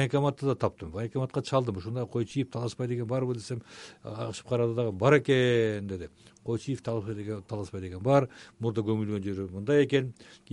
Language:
Kyrgyz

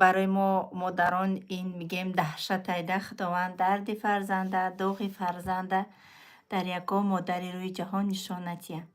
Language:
Tajik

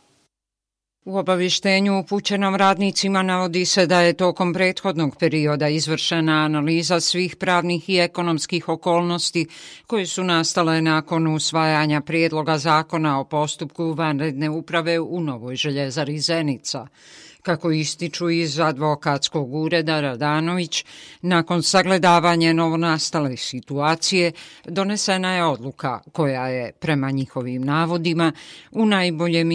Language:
Bosnian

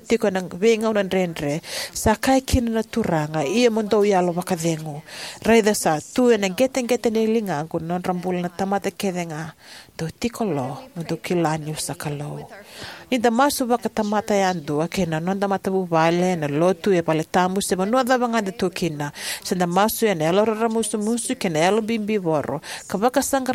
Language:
Fijian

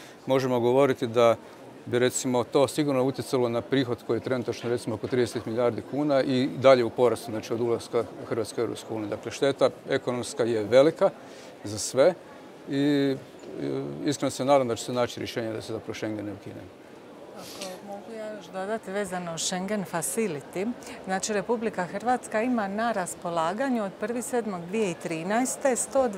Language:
Croatian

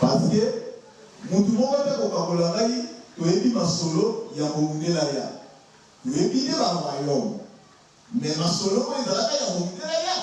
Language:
Lingala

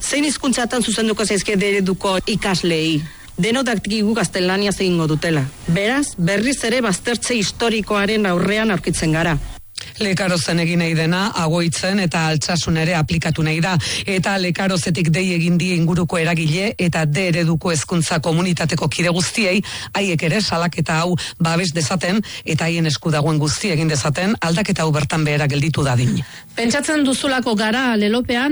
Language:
Basque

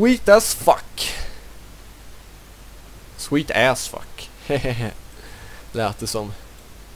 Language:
Swedish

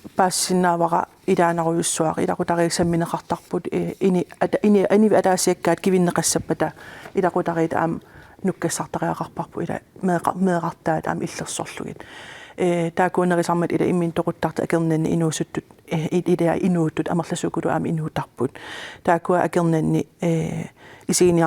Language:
Kalaallisut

